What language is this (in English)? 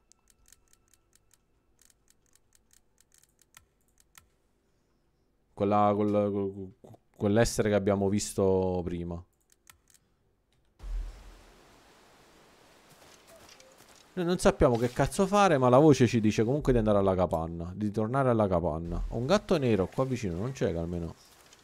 Italian